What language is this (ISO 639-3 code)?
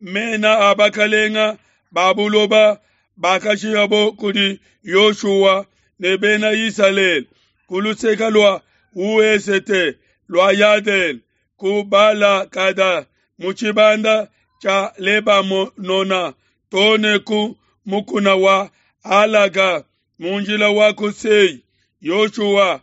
lua